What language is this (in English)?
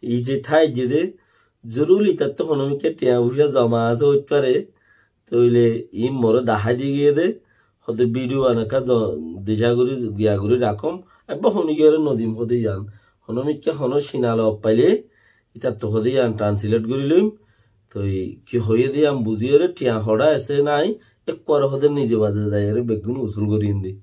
Rohingya